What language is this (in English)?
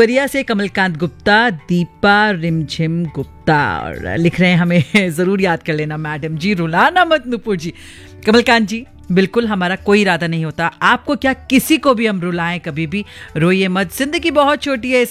Hindi